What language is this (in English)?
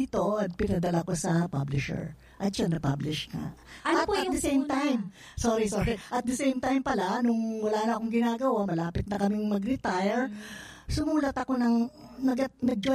Filipino